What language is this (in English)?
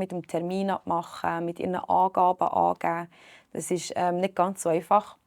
Swiss German